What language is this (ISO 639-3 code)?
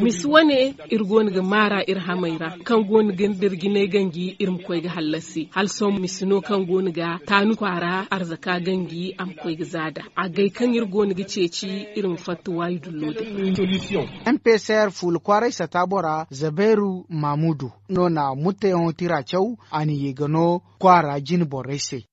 dje